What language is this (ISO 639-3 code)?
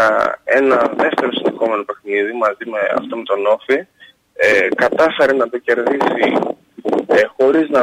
ell